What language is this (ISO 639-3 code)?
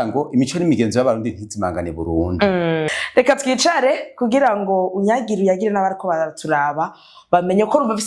run